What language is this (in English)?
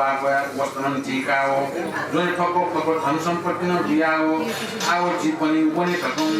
Newari